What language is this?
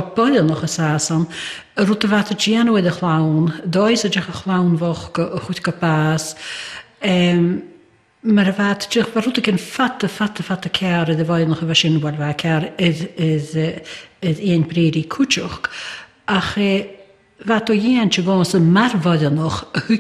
Scottish Gaelic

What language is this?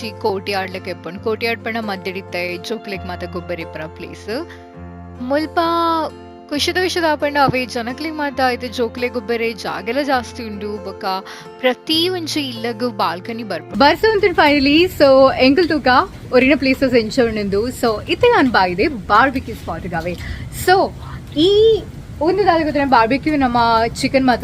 Tulu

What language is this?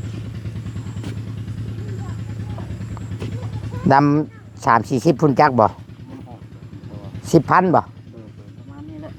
Northeastern Thai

